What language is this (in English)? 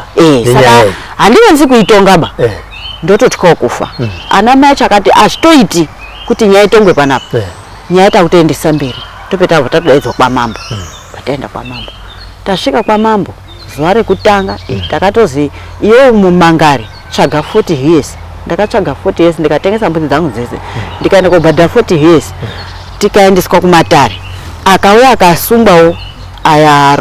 Shona